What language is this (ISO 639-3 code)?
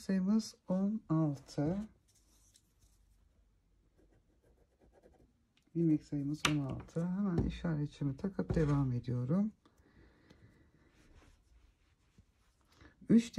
tur